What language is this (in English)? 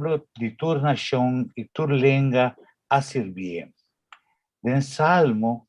Papiamento